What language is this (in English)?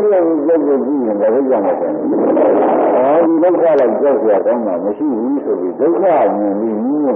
Burmese